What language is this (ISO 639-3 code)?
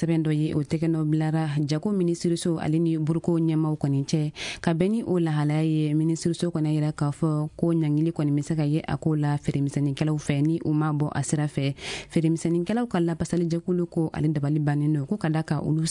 bam